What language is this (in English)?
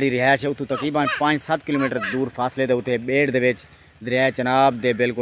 Saraiki